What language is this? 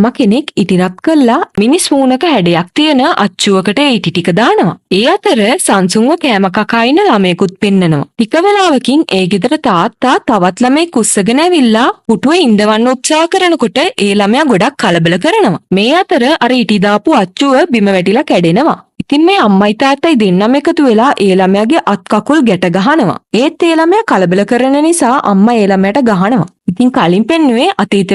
Sinhala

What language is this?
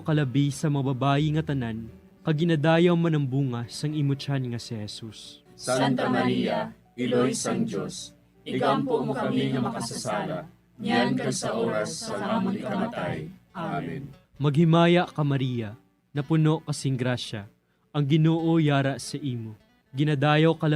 Hiligaynon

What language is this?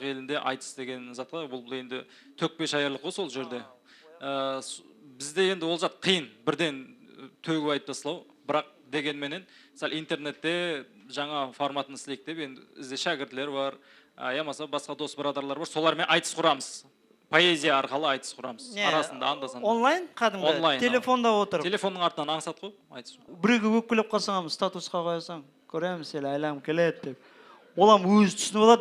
Kara-Kalpak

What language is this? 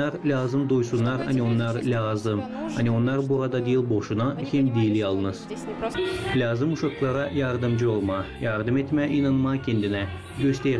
Gagauz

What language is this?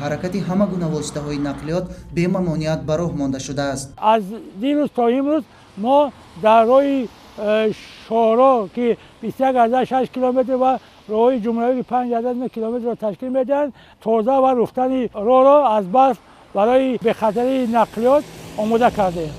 Tajik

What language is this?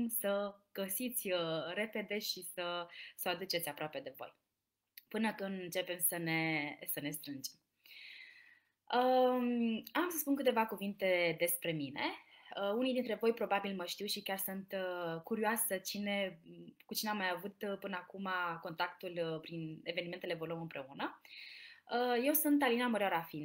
Romanian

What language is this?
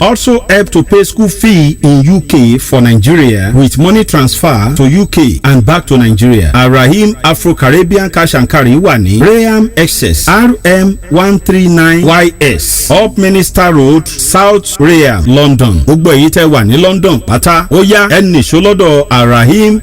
Yoruba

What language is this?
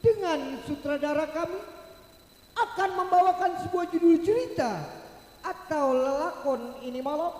Betawi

